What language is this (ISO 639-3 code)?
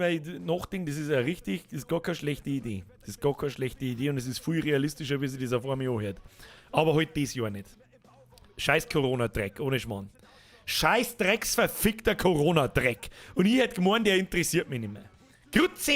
bar